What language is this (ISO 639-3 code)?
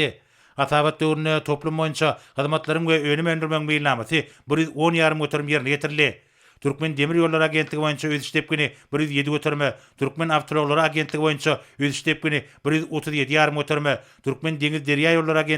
tuk